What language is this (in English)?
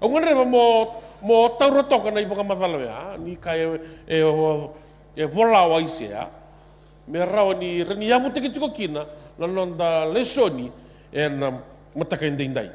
Fijian